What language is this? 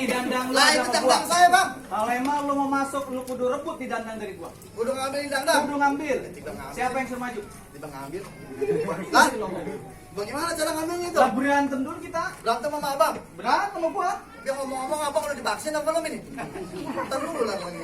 Betawi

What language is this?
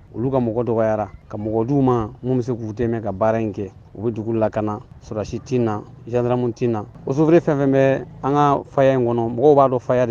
Bambara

